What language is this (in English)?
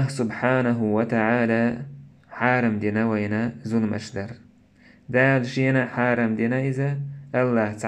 Chechen